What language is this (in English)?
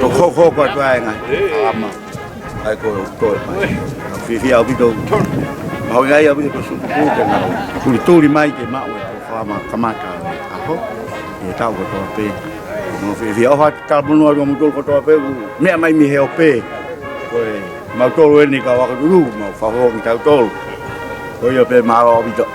Tongan